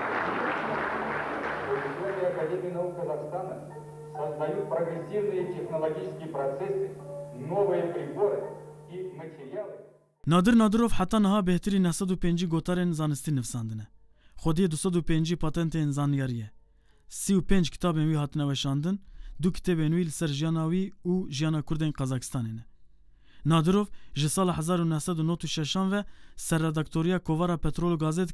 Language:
Kurdish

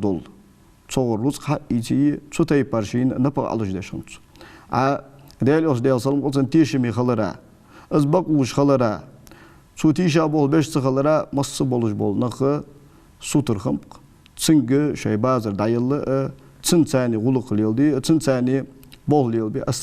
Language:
Ingush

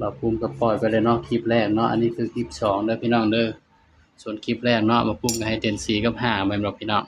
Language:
Northeastern Thai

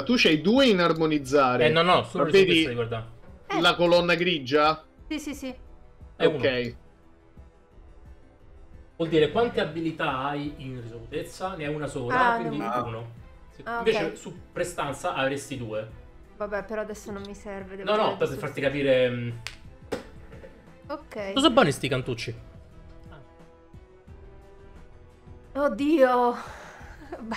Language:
Italian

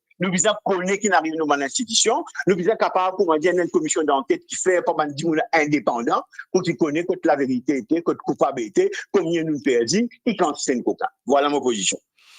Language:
Morisyen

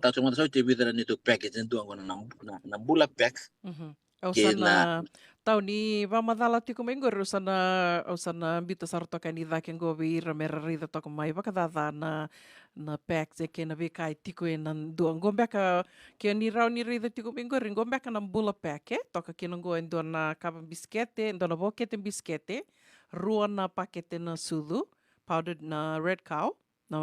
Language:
Fijian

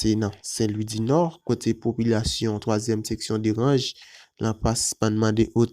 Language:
Haitian Creole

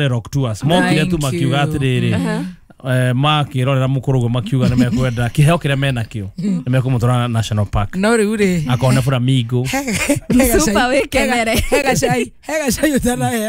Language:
Kikuyu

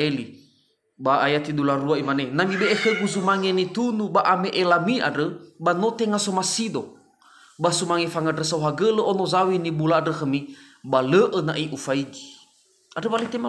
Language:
Nias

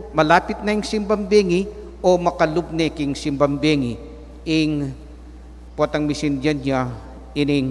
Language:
Pampanga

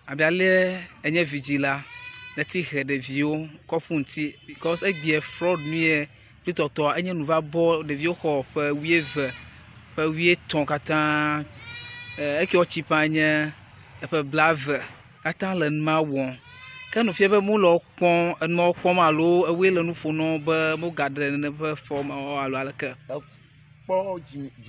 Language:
Ewe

